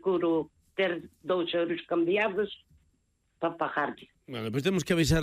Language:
Galician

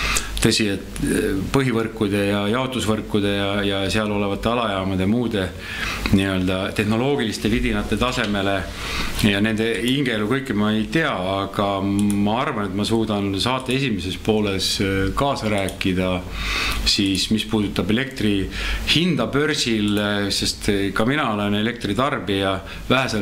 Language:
Estonian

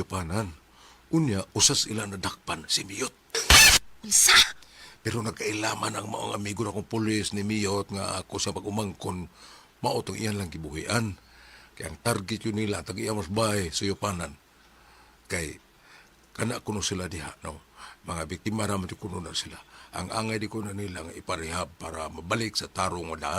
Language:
Cebuano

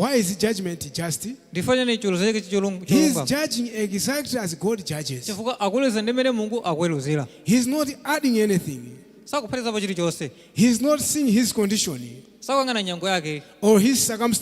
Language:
Nyanja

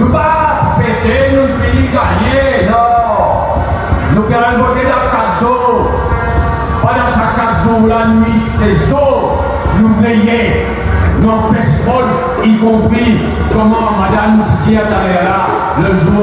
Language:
Morisyen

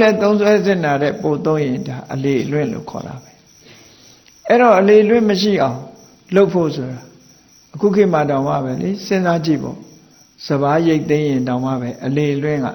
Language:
Burmese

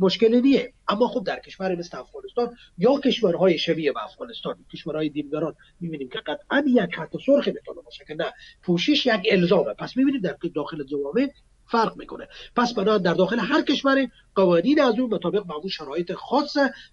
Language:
Persian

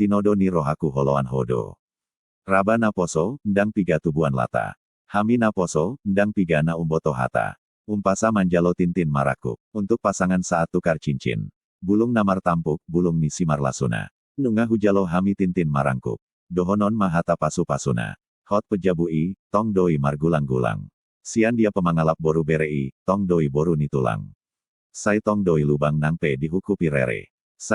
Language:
Batak Toba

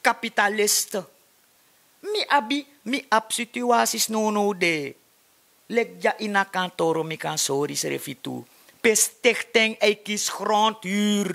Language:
Sranan Tongo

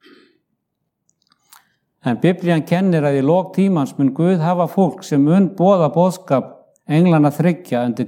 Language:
Icelandic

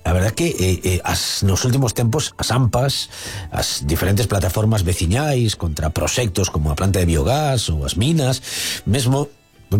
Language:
Galician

